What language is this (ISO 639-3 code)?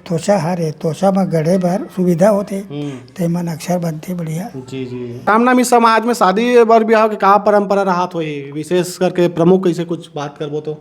hne